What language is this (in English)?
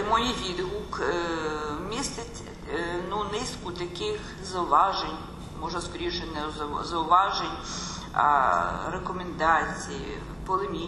Ukrainian